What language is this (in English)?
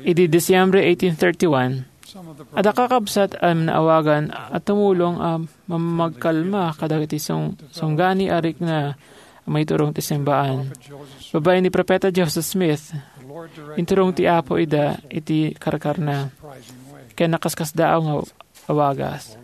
Iloko